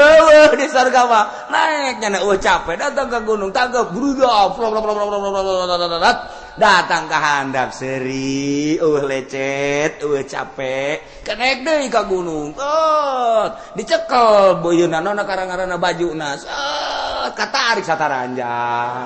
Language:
Sundanese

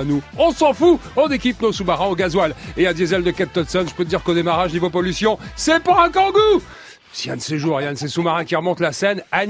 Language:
French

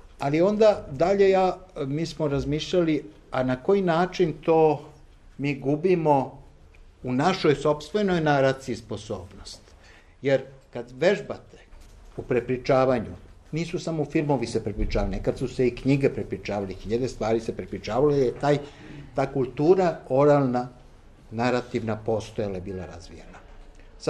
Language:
Serbian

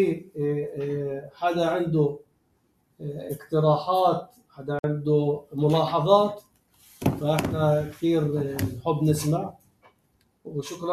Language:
North Levantine Arabic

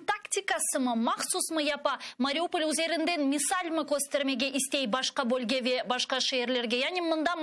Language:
Crimean Tatar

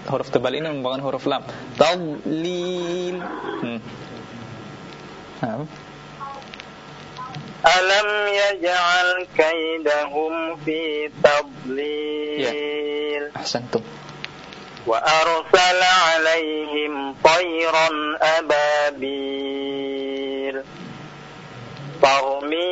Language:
Indonesian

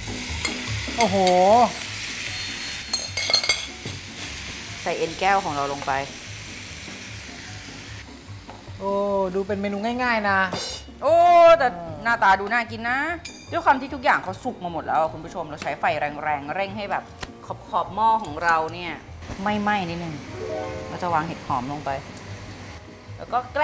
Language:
Thai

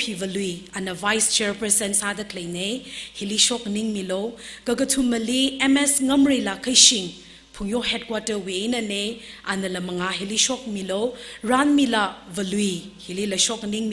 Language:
Tangkhul Naga (India)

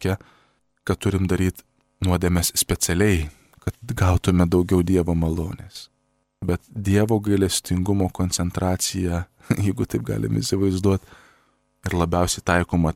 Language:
Lithuanian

